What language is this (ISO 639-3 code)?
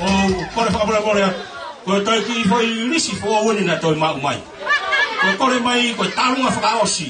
ton